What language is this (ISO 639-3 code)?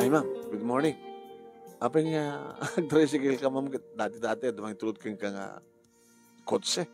ilo